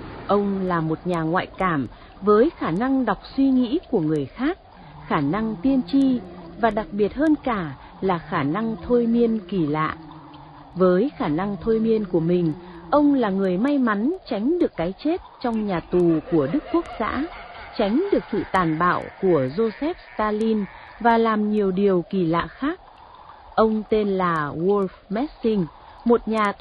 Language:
Vietnamese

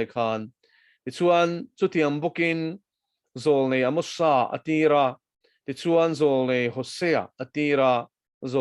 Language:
Mizo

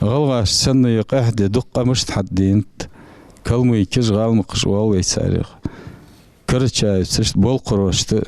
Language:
Ingush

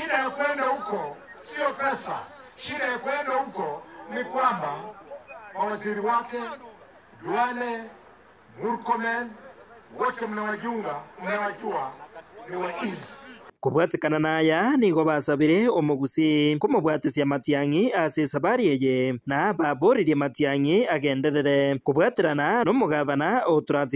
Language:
Gusii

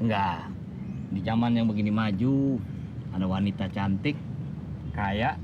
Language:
Betawi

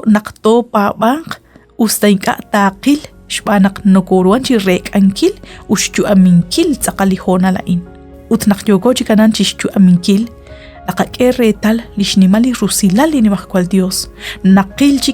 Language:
Kekchí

